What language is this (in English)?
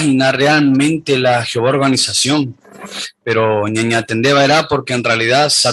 Guarani